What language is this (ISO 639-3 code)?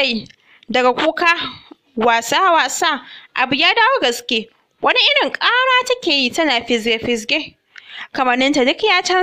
hau